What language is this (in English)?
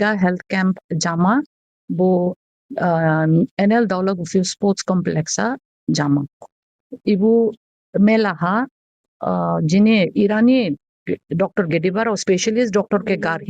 Dimasa